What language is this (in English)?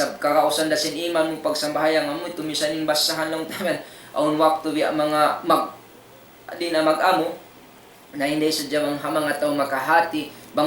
Tausug